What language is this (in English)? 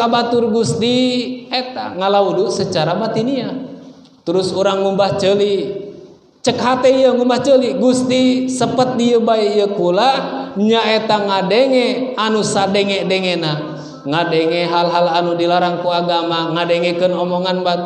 Sundanese